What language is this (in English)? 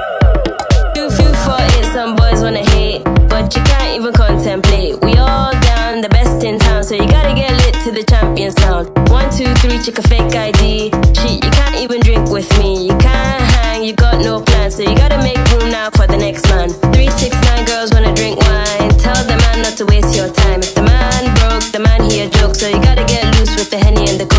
English